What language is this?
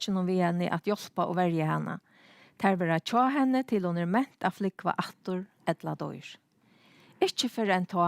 Faroese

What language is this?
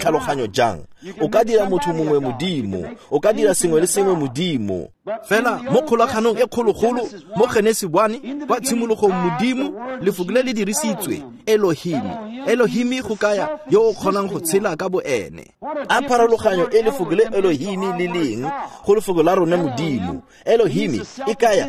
Tswana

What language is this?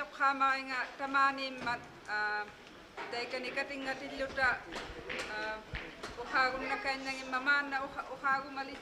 Kalaallisut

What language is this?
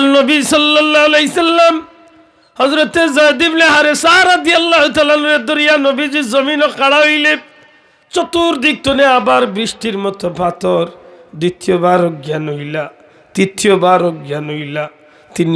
Sylheti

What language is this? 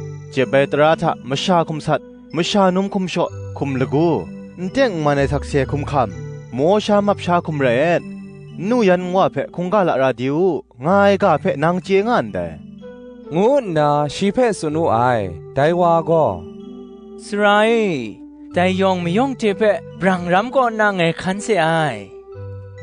Kachin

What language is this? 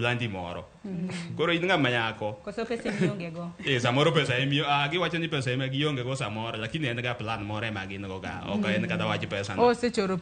Luo (Kenya and Tanzania)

